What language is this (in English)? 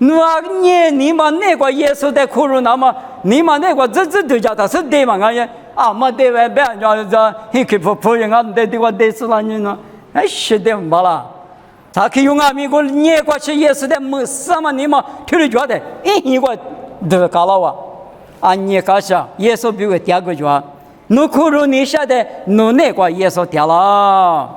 Lisu